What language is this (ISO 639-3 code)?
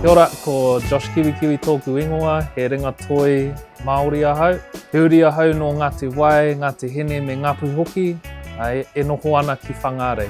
mri